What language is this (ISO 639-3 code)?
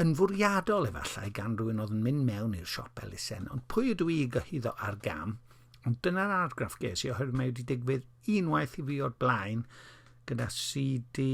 cym